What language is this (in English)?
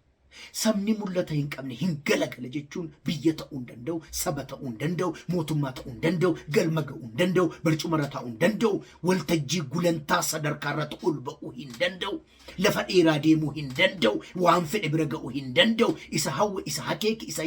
Oromo